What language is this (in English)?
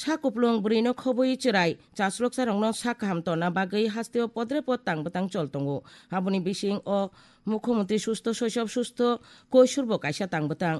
Kok Borok